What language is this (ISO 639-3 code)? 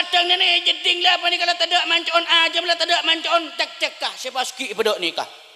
mad